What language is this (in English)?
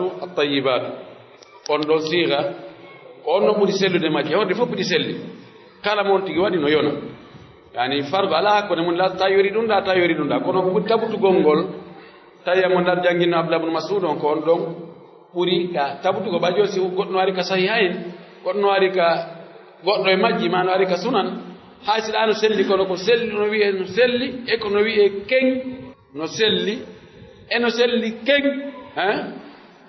Pular